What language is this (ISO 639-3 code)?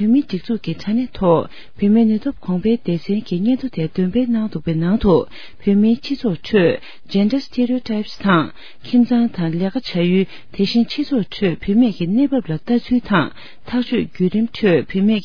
bod